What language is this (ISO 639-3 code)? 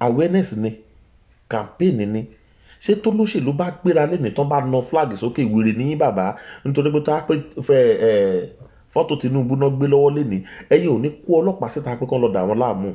yor